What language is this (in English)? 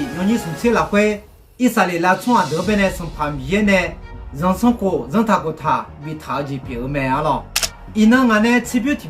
Akha